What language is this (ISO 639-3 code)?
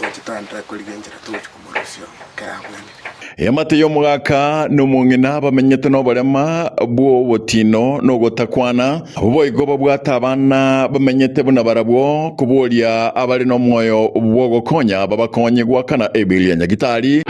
guz